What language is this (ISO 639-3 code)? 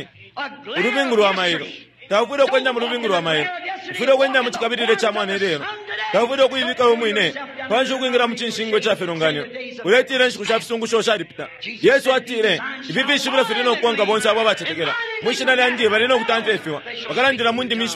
bem